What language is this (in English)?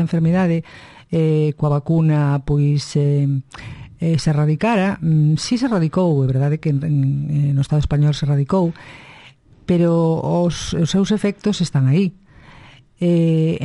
Galician